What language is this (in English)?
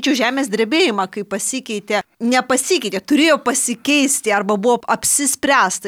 Lithuanian